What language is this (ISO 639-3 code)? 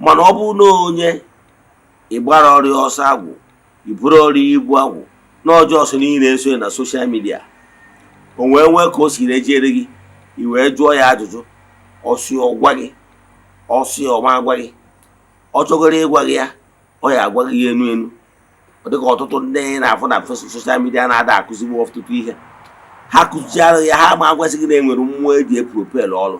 ibo